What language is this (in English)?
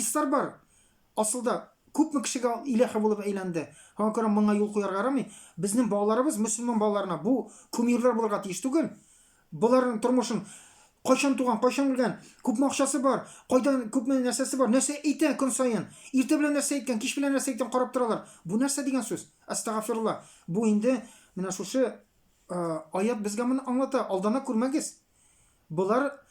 Tatar